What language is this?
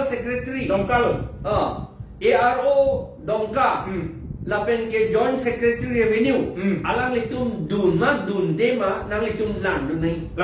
Karbi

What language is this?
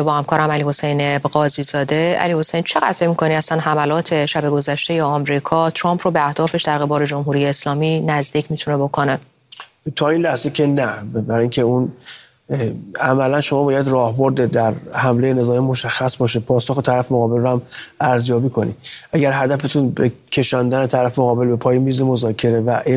Persian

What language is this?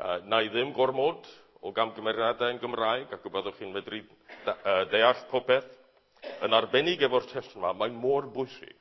Welsh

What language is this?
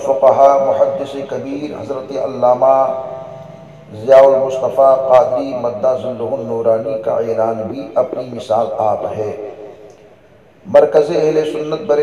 Urdu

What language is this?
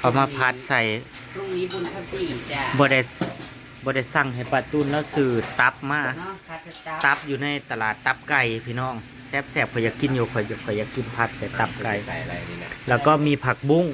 Northeastern Thai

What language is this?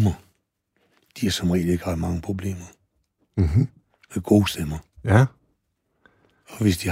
Danish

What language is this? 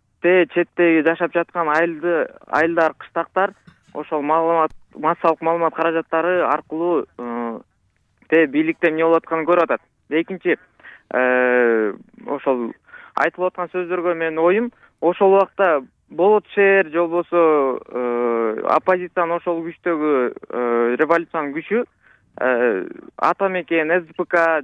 Kyrgyz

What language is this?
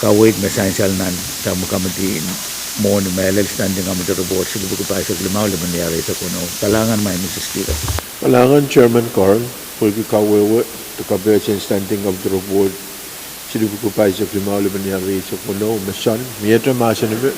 Pohnpeian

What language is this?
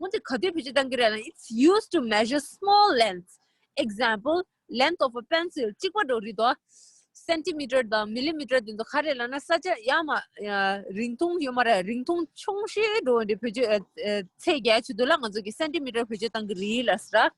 Tibetan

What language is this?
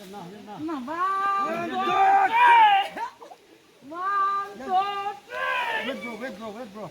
Naga Pidgin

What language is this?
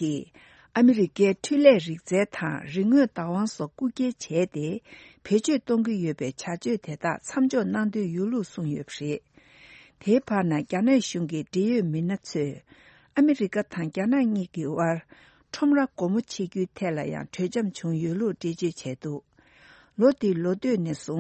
Tibetan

